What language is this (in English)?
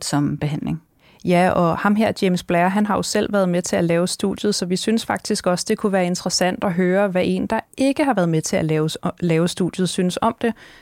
Danish